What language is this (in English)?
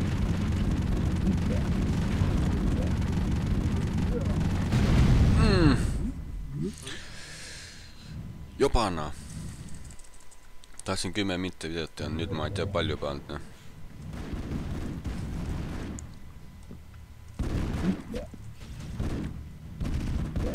Estonian